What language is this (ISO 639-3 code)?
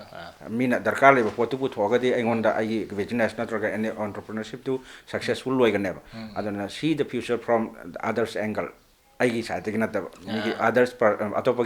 mni